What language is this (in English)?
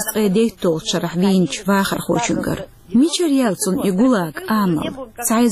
Chechen